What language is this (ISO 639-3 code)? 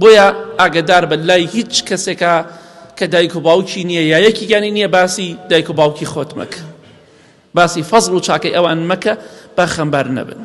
ckb